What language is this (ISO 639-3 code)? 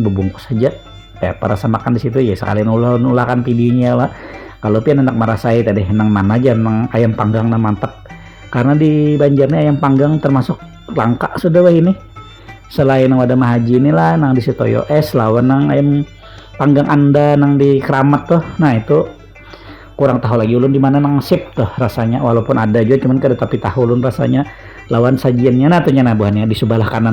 bjn